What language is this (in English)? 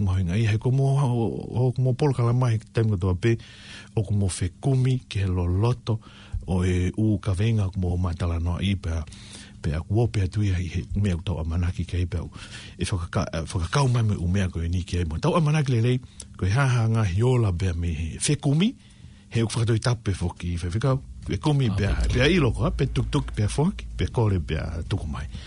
Tongan